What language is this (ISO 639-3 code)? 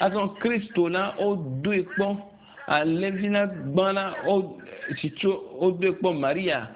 ewe